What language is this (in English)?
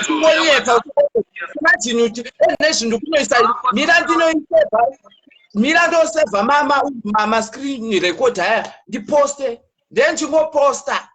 Shona